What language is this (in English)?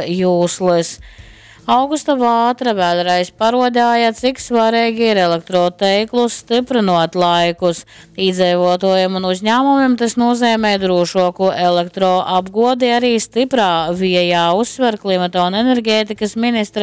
Latgalian